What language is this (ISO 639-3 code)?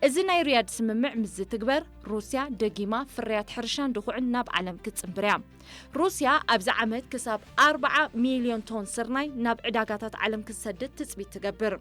tir